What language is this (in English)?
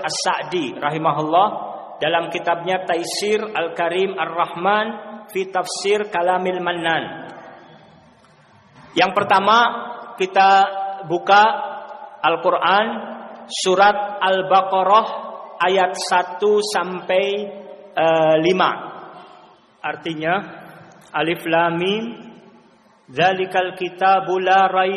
Indonesian